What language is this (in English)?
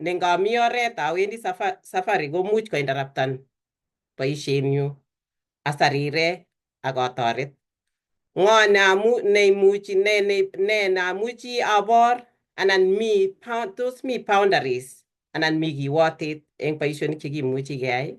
Kalenjin